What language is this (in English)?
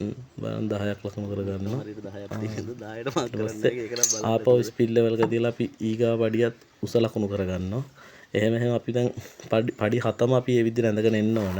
Sinhala